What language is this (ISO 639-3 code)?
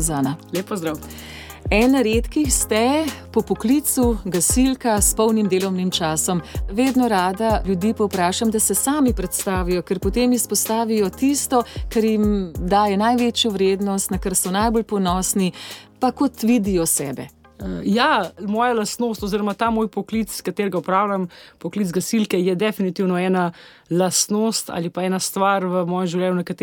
slv